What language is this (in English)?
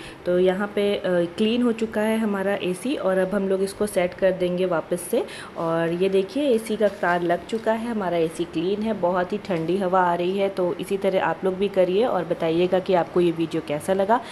Hindi